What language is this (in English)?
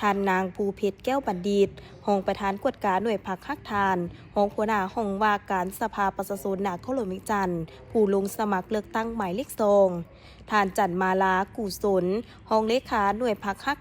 Lao